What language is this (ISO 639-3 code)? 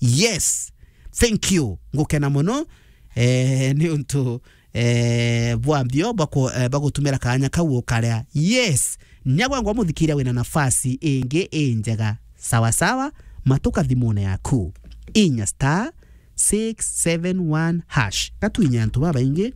mer